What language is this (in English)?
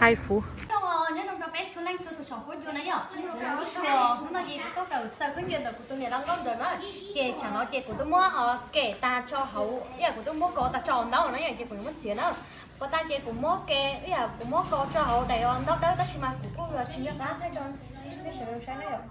Hmong